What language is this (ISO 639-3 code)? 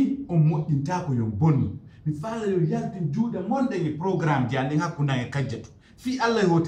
fuf